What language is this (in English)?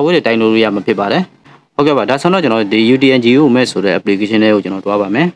Burmese